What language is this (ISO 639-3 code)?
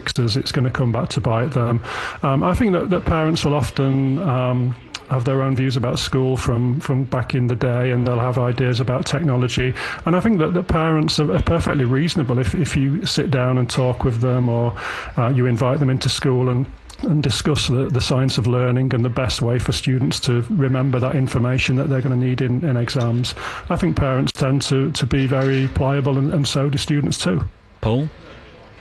eng